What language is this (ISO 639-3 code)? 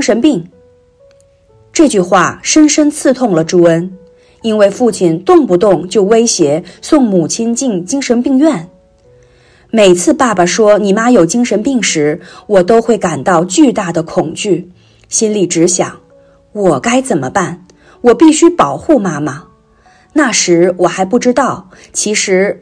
zho